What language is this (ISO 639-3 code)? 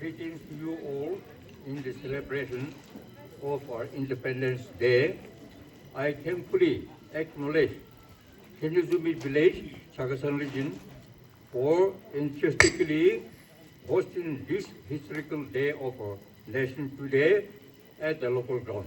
nri